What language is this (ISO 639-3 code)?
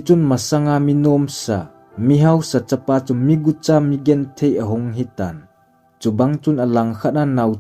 tcz